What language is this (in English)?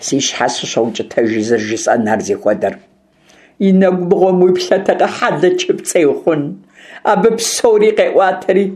Kabardian